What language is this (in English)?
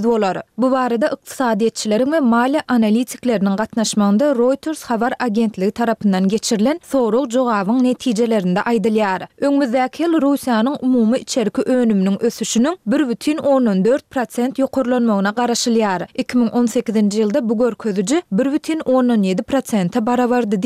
Turkmen